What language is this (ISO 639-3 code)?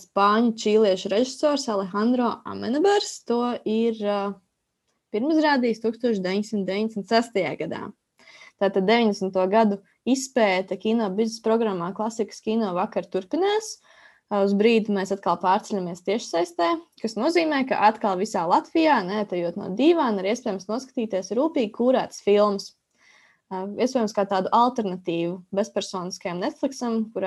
lav